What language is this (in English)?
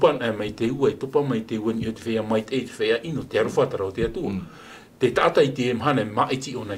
Tahitian